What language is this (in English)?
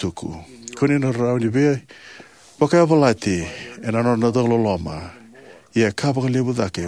Fijian